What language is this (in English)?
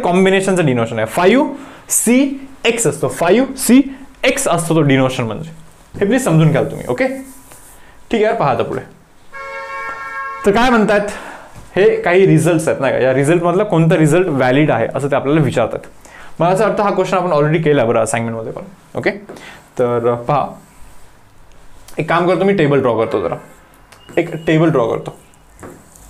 Marathi